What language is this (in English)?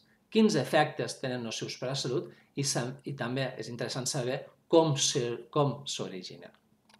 Catalan